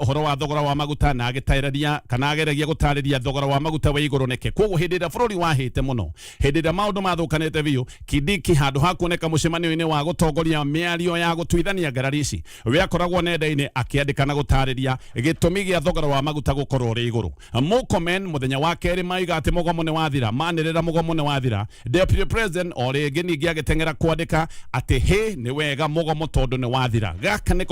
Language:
Kikuyu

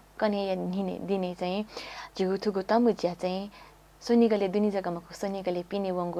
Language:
Newari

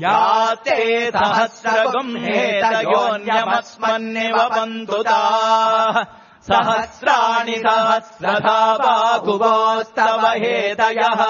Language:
Sanskrit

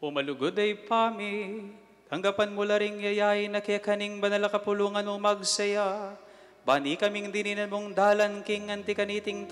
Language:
Pampanga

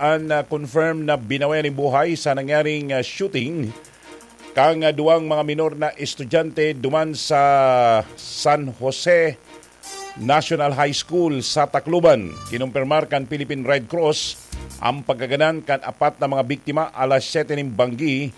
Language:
Bikol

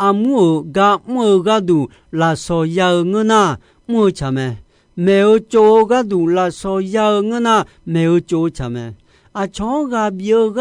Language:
Akha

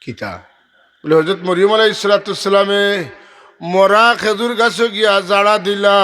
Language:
Sylheti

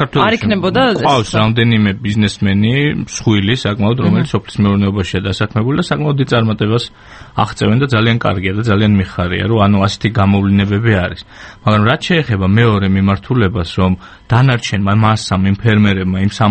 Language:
Georgian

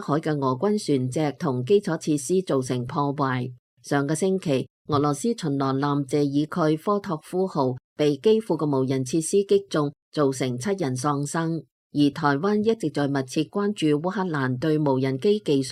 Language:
Cantonese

